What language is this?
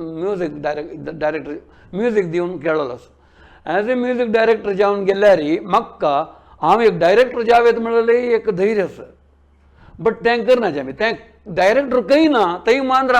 Konkani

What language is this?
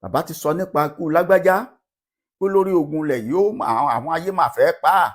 Yoruba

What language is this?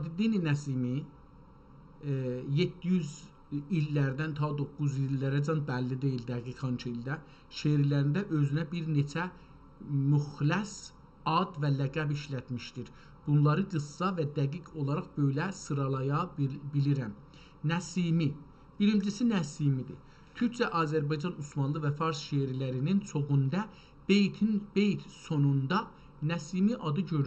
South Azerbaijani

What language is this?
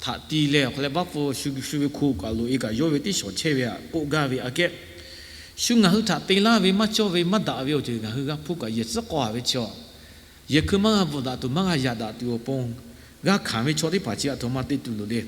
Lahu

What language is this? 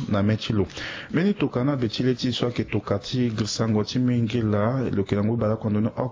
Sango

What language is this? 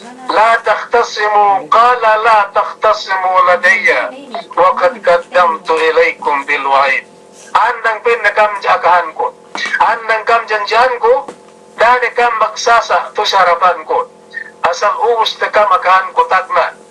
Yakan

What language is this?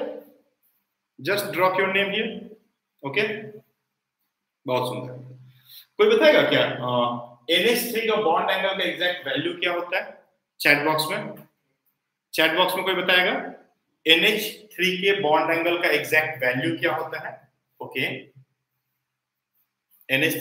Hindi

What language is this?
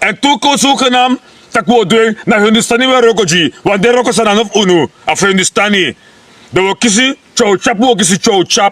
Sranan Tongo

